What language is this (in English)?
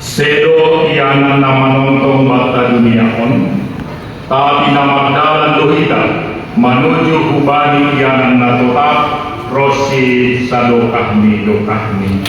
Batak Simalungun